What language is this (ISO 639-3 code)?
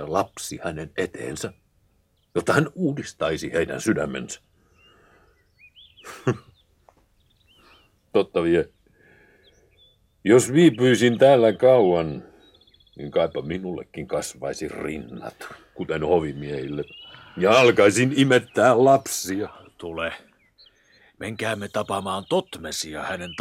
fin